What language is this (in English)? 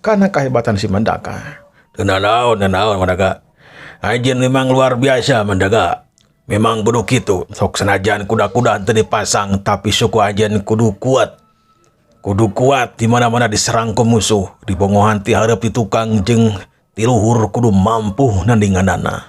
Sundanese